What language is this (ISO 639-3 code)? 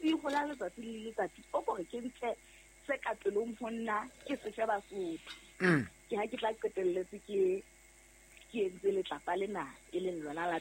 sot